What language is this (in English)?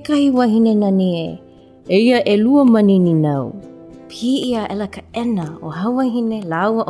Hawaiian